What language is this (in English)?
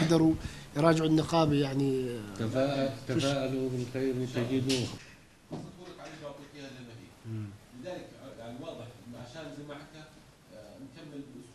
North Levantine Arabic